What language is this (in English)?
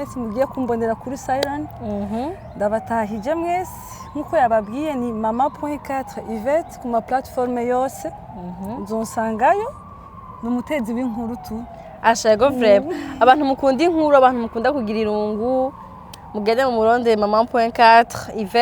Rundi